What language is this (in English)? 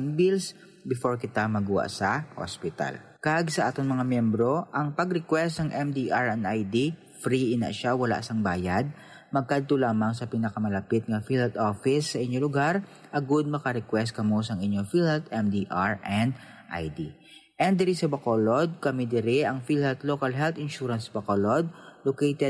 Hiligaynon